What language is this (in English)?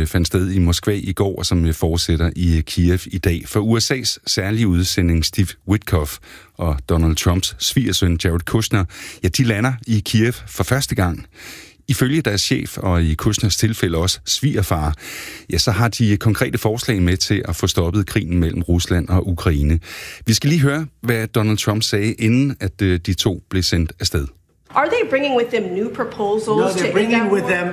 Danish